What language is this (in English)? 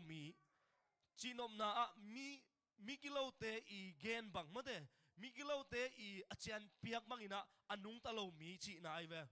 Tedim Chin